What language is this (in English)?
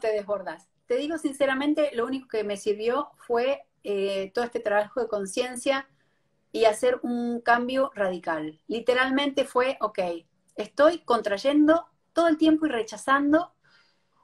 Spanish